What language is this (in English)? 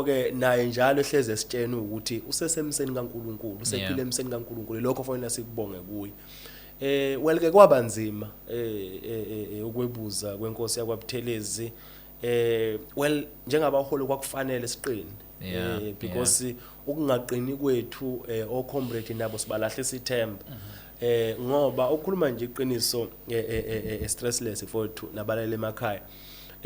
Zulu